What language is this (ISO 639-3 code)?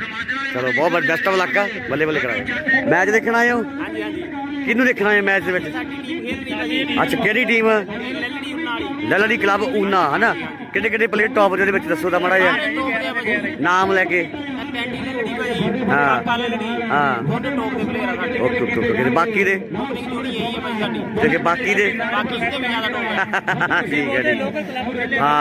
pan